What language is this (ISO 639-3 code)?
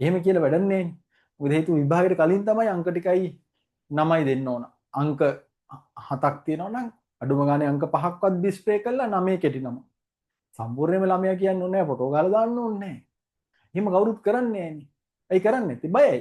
sin